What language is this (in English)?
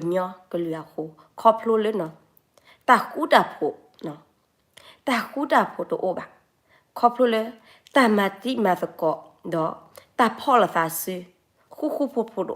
S'gaw Karen